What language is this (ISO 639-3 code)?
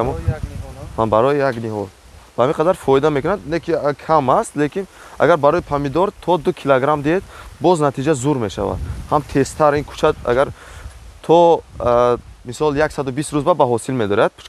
tgk